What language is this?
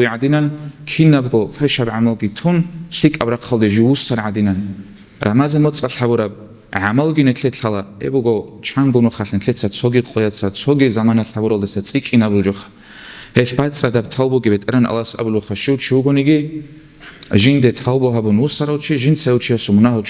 Avaric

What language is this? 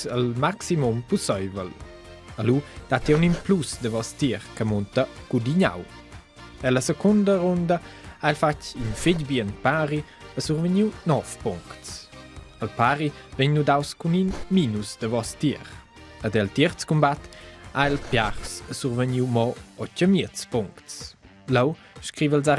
Romansh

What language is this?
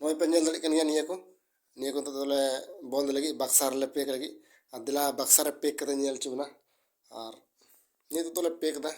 Santali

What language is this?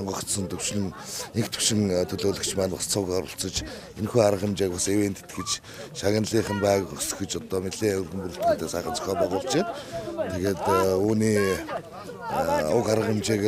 Mongolian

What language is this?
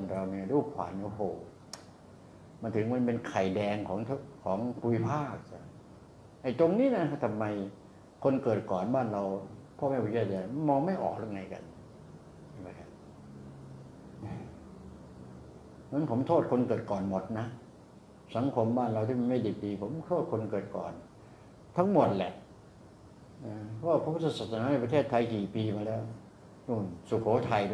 Thai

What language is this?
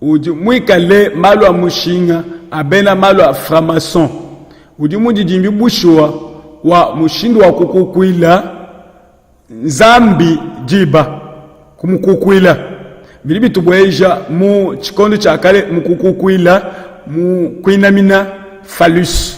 Luba-Lulua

